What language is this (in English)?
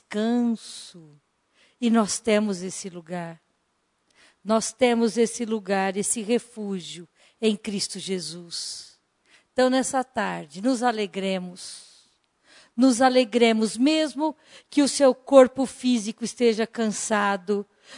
Portuguese